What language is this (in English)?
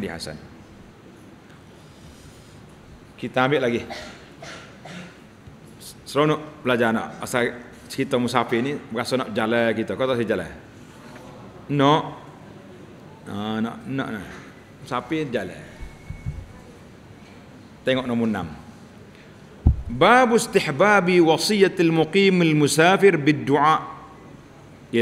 Malay